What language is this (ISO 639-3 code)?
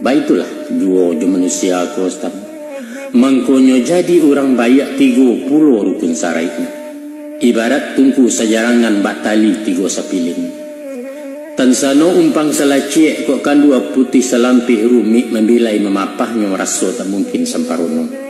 min